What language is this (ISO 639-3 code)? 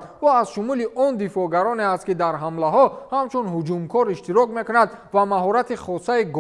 tgk